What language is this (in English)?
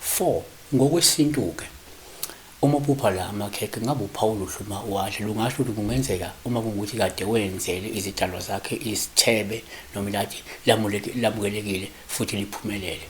Zulu